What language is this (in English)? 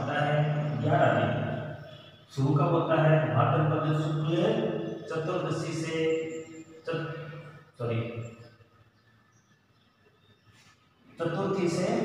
Hindi